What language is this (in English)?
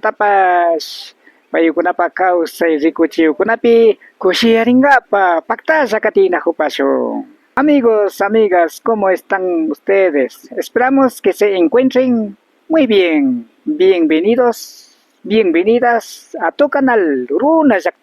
Imbabura Highland Quichua